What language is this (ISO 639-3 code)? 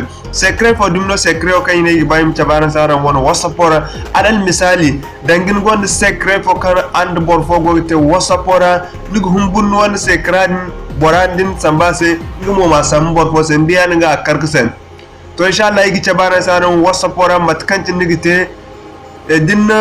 dje